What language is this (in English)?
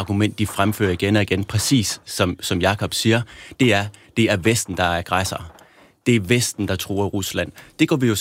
Danish